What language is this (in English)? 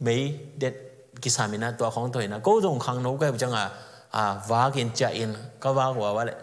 Tedim Chin